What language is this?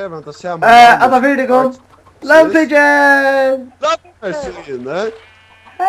Faroese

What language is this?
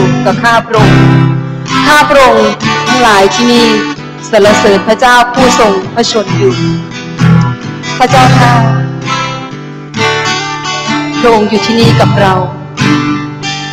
Thai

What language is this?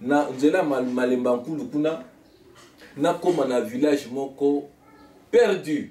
Lingala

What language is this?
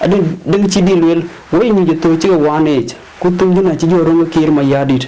Dinka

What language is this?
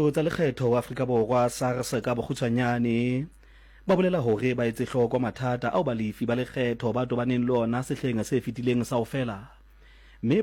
Southern Sotho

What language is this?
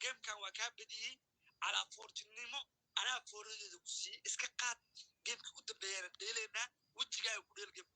Somali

